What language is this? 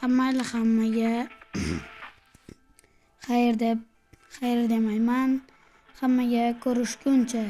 Uzbek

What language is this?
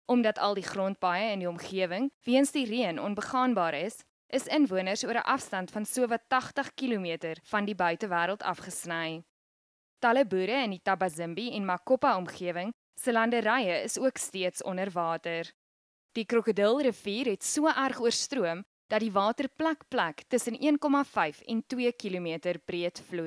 Afrikaans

